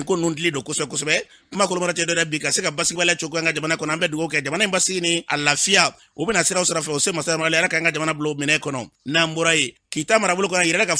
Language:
Bambara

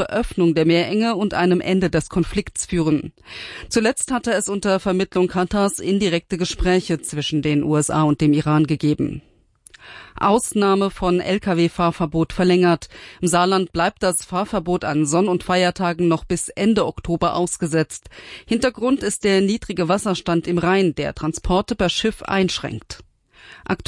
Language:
German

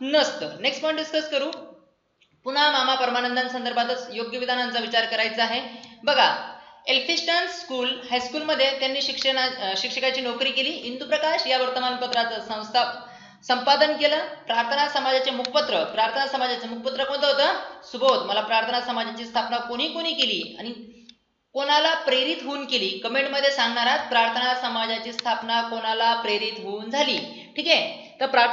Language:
Marathi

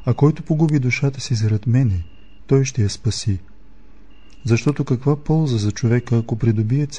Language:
Bulgarian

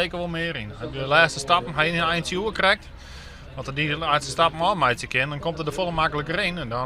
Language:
Western Frisian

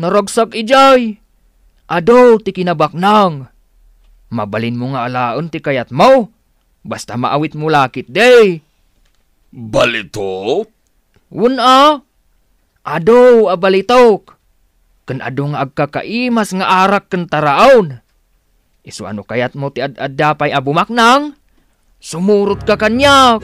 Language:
Iloko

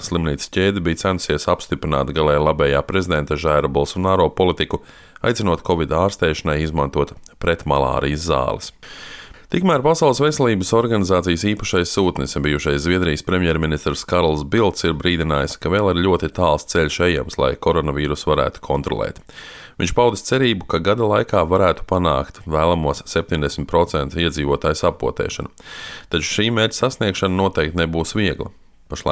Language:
Latvian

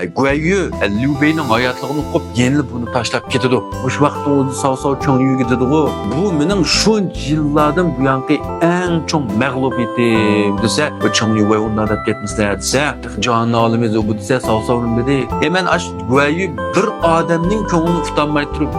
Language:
Uyghur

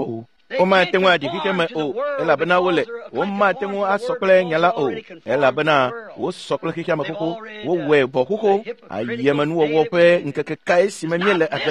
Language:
Ewe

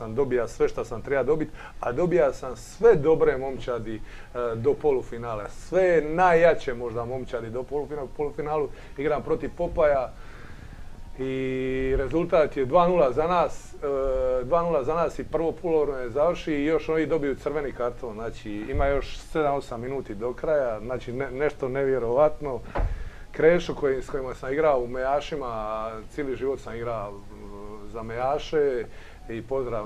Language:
Croatian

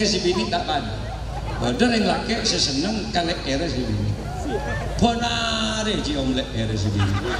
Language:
Madurese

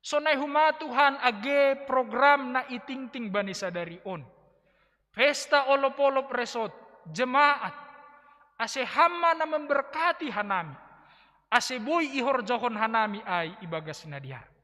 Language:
Batak Simalungun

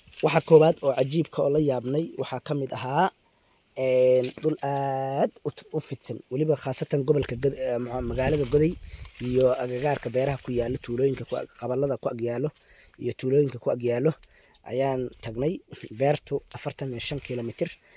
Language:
Somali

